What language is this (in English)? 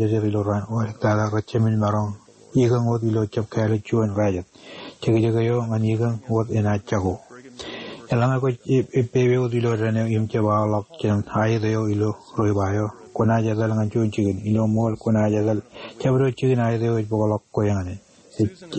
Marshallese